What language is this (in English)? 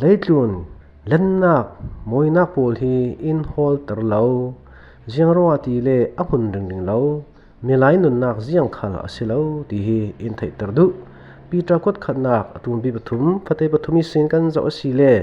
Falam Chin